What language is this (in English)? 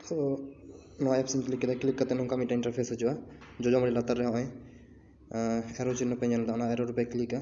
Santali